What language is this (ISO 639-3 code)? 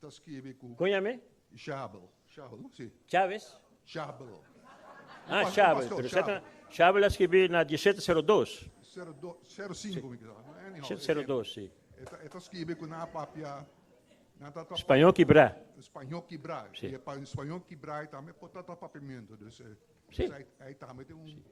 pap